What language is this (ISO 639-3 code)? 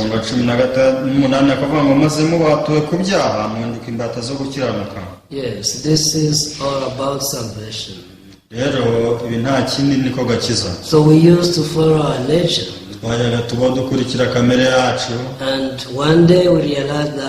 kin